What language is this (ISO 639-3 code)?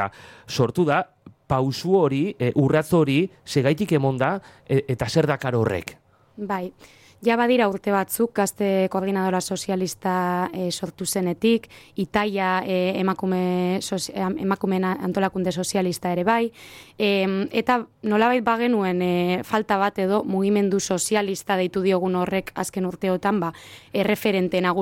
eus